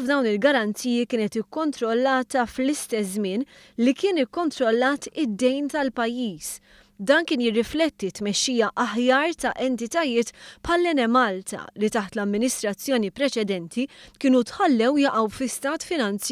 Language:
Maltese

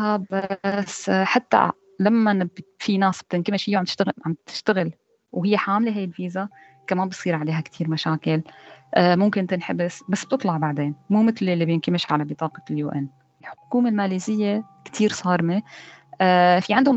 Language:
North Levantine Arabic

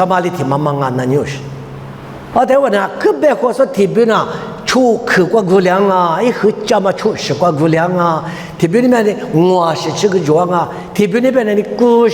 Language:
Lisu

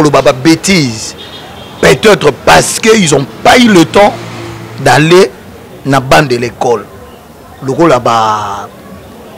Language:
Lingala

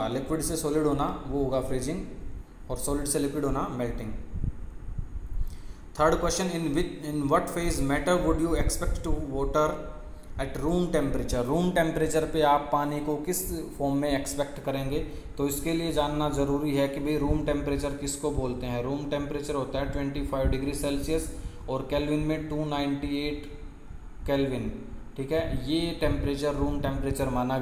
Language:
Hindi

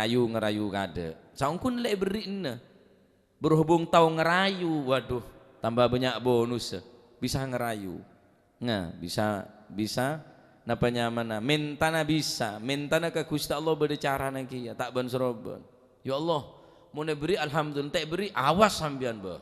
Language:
Madurese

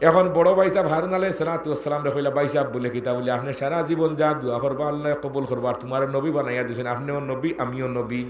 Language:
Sylheti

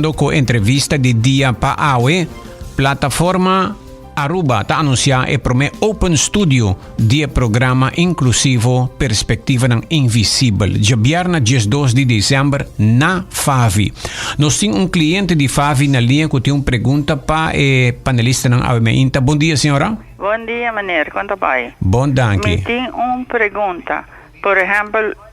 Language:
Papiamento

